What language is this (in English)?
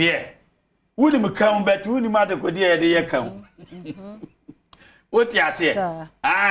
Akan